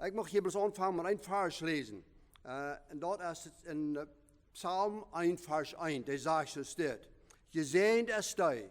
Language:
Plautdietsch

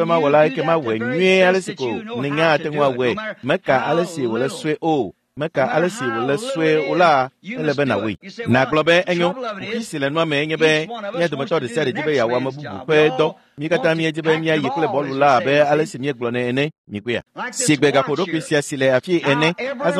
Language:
Ewe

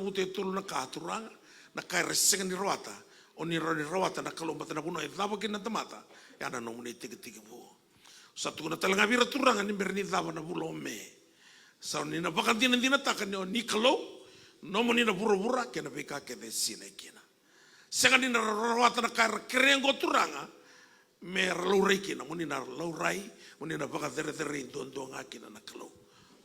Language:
Fijian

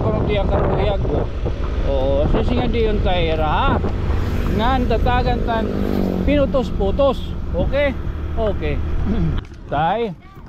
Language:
Waray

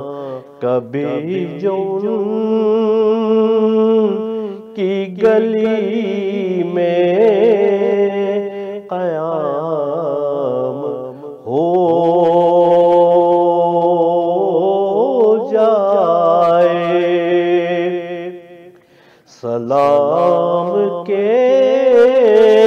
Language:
Urdu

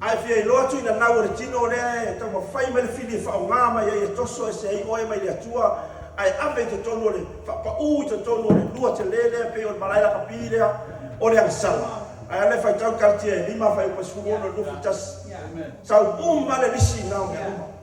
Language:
Samoan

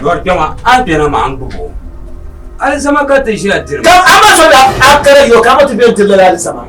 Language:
Dagbani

